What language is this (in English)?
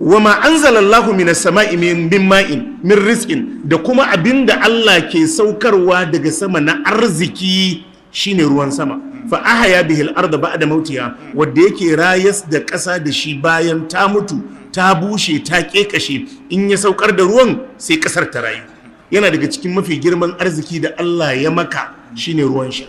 Hausa